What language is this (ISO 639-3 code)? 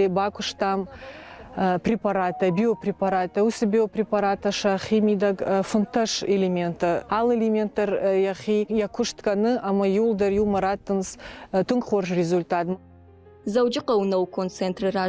oss